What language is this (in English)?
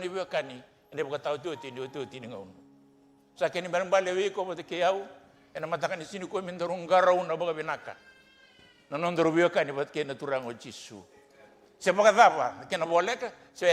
Fijian